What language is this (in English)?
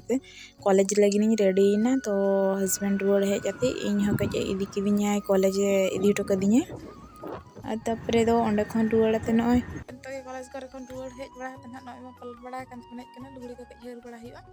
Santali